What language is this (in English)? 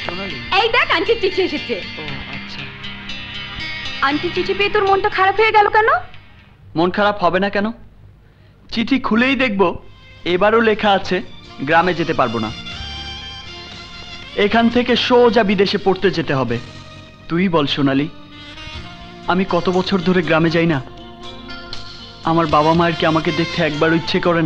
Bangla